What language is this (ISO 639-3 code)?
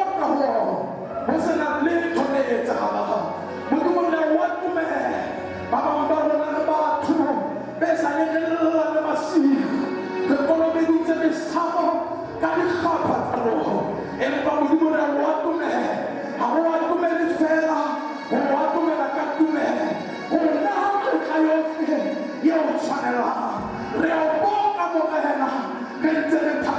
sot